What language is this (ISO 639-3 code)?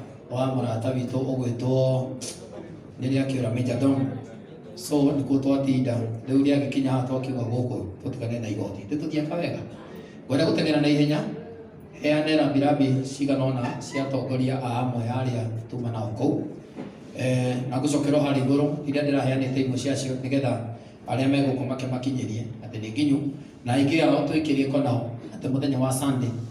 kik